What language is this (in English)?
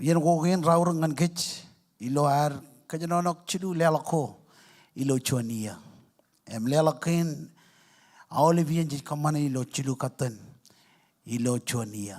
Marshallese